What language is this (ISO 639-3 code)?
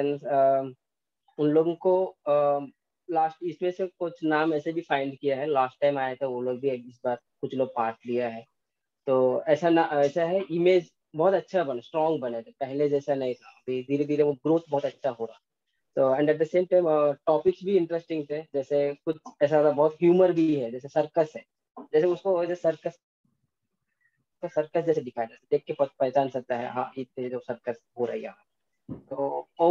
guj